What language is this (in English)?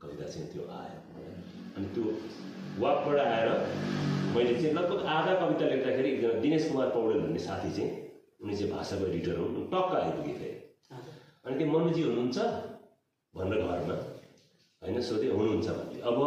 Nepali